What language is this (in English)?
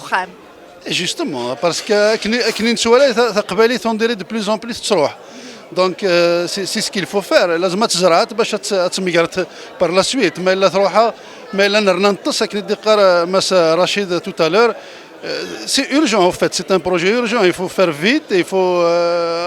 Kabyle